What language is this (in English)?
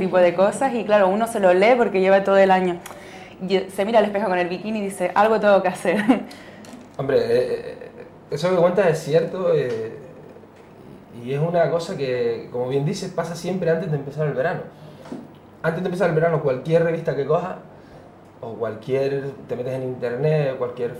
Spanish